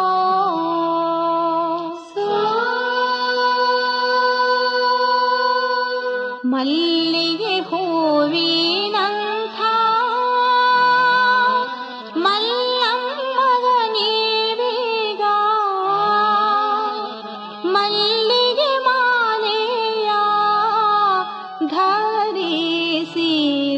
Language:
Kannada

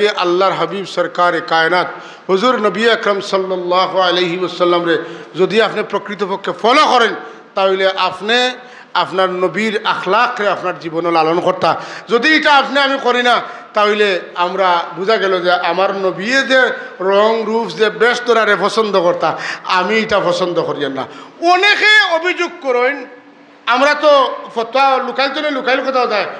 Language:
Sylheti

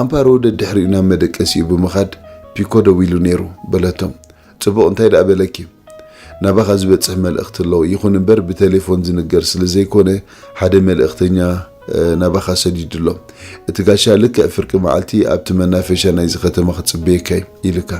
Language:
Tigrinya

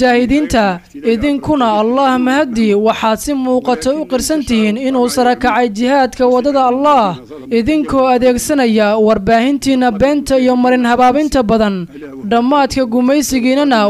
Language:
Somali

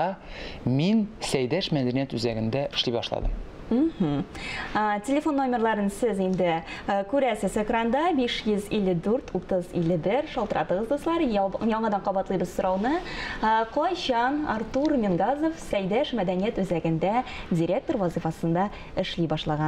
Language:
Tatar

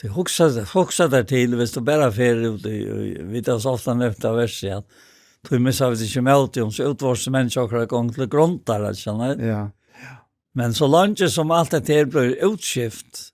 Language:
Faroese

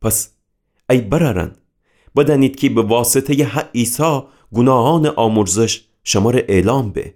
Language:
Gilaki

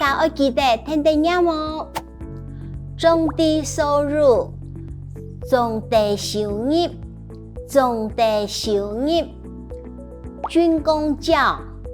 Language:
Hakka Chinese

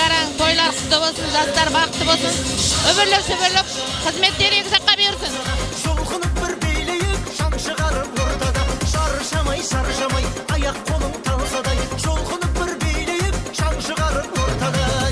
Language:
Kara-Kalpak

